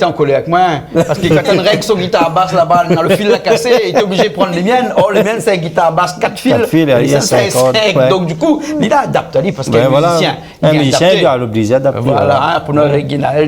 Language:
Réunion Creole French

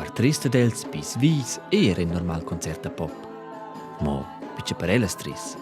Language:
Romansh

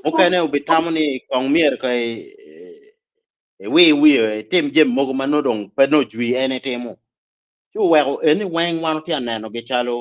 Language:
Acoli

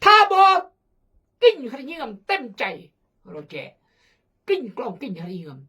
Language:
Khmu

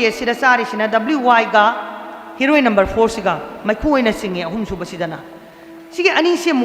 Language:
Manipuri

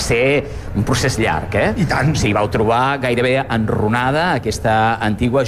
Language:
Catalan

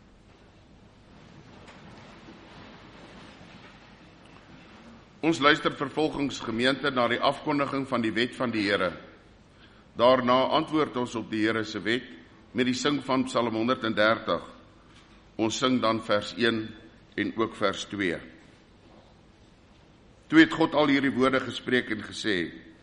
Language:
Afrikaans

